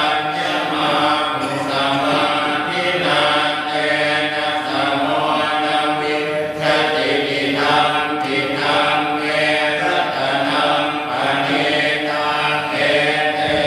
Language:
Pali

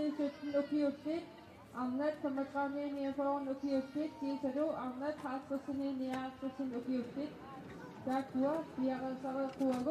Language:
Kalaallisut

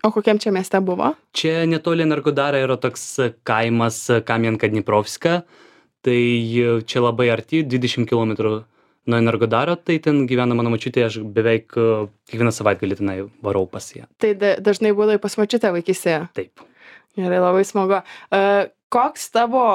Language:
Lithuanian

